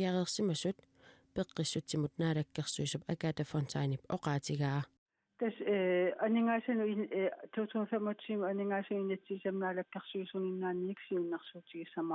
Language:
Kalaallisut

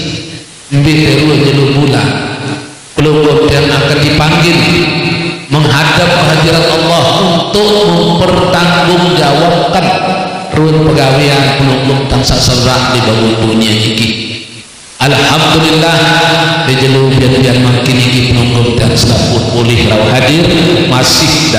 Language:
Sasak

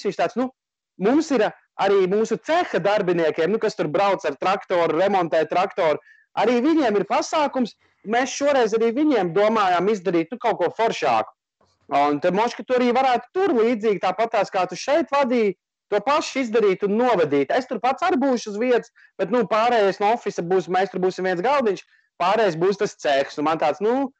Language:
Latvian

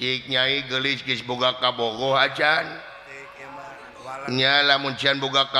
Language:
Sundanese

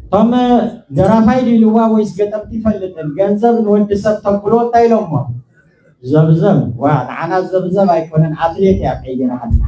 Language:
Tigrinya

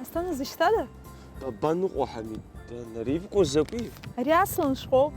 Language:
Abkhazian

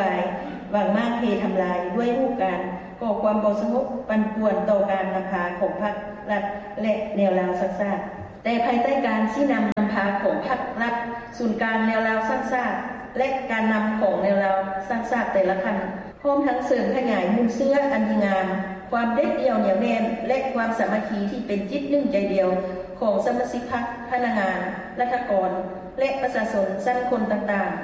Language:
Lao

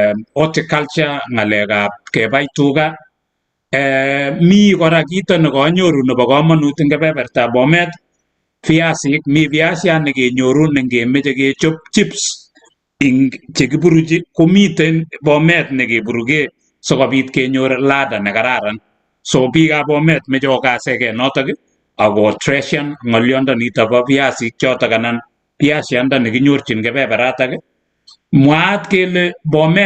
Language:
Kalenjin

